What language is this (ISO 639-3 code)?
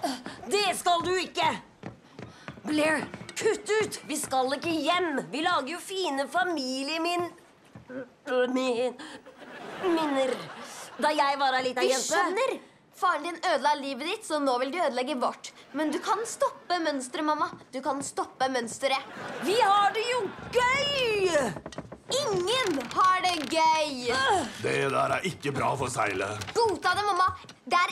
nor